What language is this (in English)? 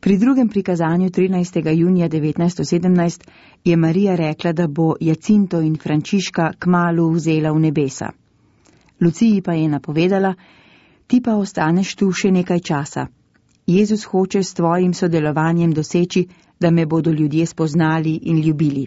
Slovenian